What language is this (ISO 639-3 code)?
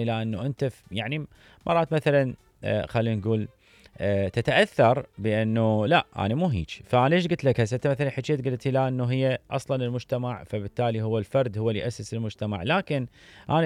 acm